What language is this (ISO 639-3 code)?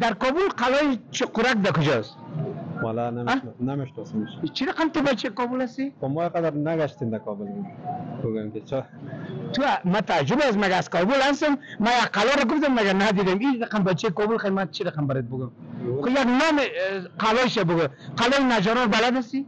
fas